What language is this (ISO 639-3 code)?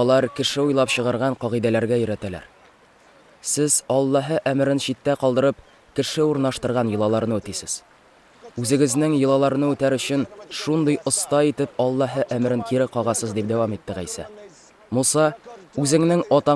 tat